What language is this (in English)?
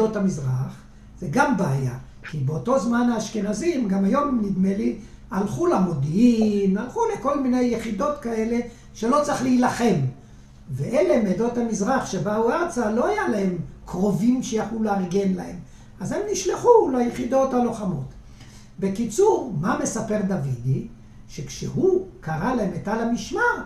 Hebrew